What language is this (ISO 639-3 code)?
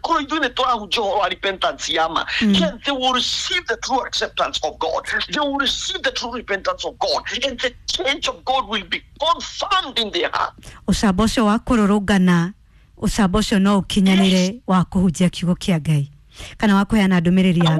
kik